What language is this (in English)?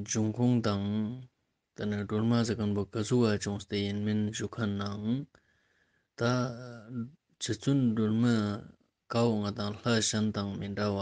Ladakhi